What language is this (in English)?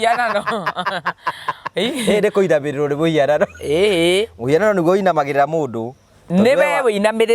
Kikuyu